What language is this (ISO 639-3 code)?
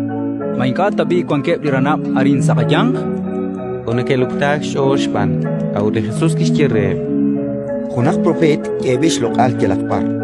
kek